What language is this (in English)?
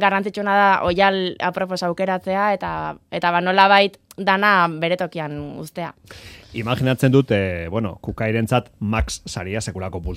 Basque